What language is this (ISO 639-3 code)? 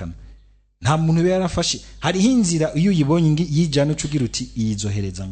run